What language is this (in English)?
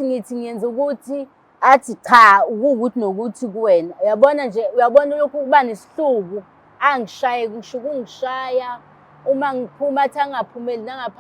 Zulu